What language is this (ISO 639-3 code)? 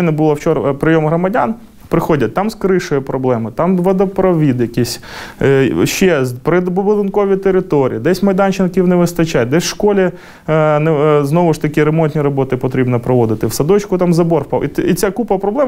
ukr